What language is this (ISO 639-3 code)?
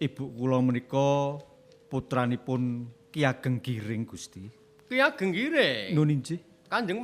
jav